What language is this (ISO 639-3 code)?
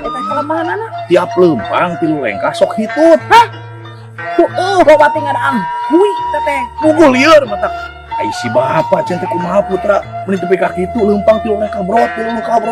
sun